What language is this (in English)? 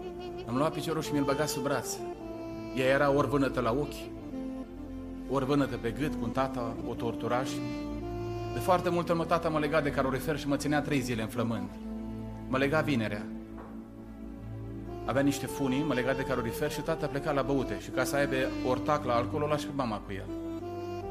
Romanian